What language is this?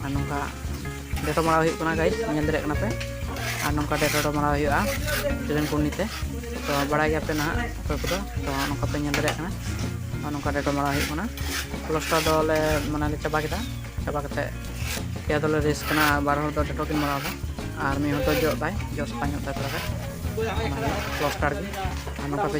Santali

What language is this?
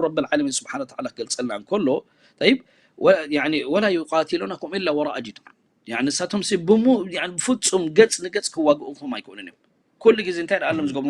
Tigrinya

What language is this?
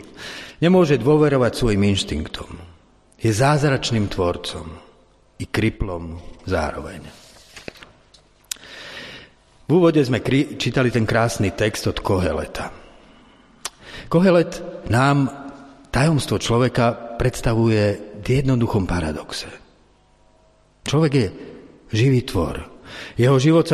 Slovak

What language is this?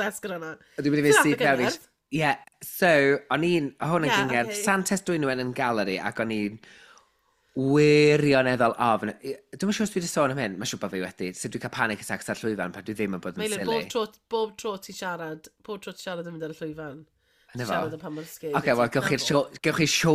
Welsh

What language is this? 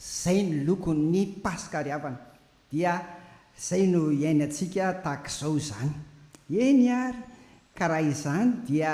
Malagasy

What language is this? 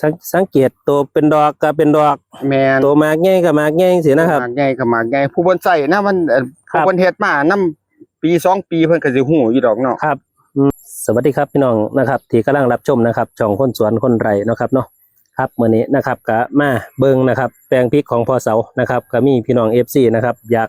Northeastern Thai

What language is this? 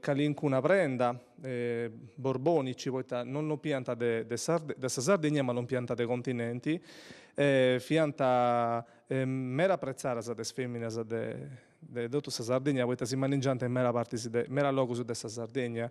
Sardinian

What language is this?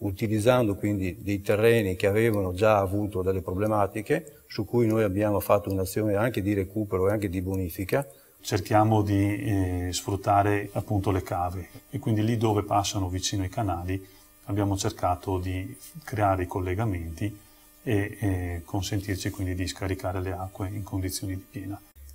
Italian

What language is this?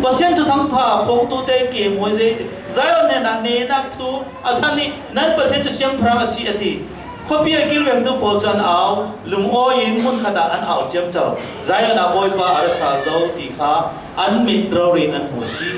Falam Chin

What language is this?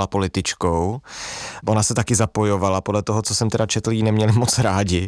Czech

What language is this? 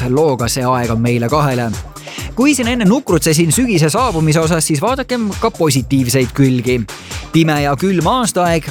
Estonian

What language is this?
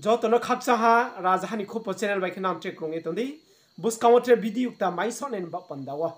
Riang (India)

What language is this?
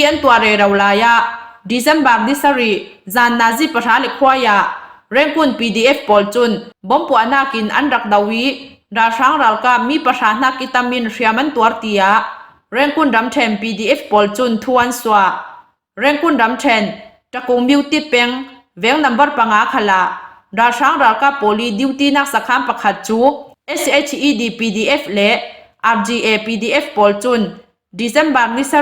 Falam Chin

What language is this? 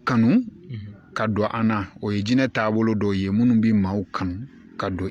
Bambara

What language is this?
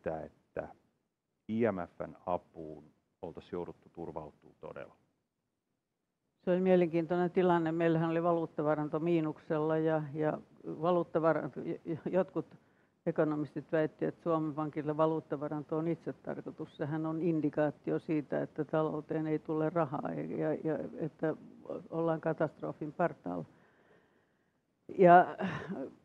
Finnish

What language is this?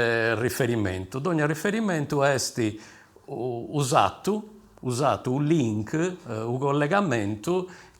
Sardinian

